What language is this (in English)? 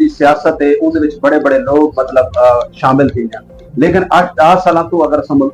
Saraiki